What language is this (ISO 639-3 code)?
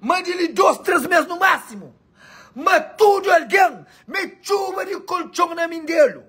kea